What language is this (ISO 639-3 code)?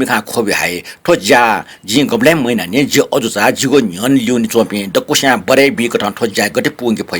new